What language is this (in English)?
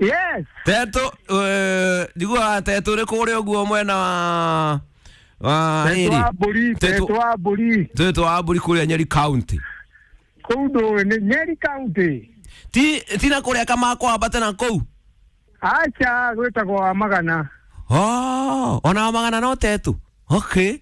Kikuyu